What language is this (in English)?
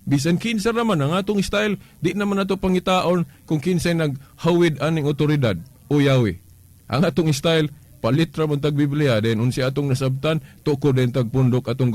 Cebuano